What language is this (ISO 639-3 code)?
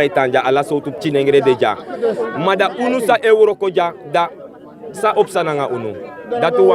srn